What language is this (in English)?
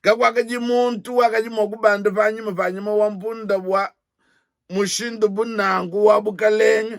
Luba-Lulua